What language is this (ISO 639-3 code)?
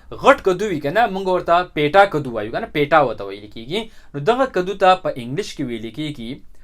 pus